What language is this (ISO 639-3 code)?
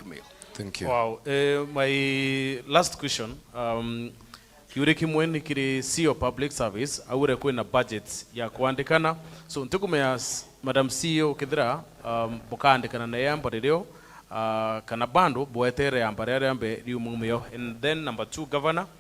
mer